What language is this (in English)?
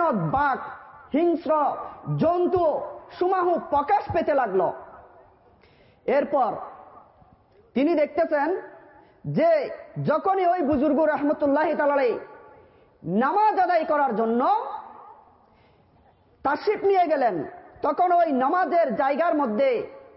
Bangla